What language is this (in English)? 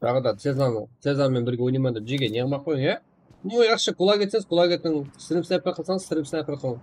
Kara-Kalpak